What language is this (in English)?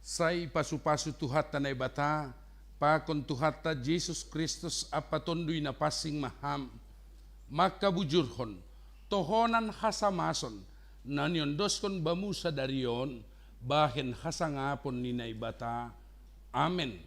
Batak Simalungun